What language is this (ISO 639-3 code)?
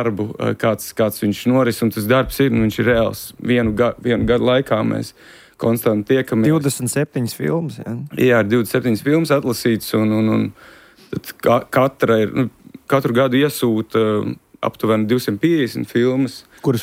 lav